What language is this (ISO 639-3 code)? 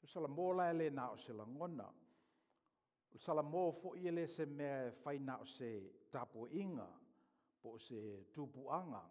smo